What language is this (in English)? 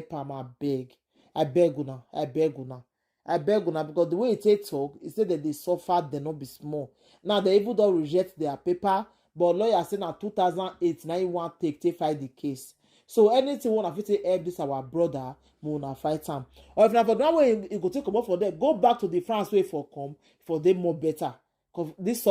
Nigerian Pidgin